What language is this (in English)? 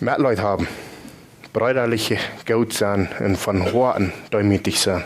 Plautdietsch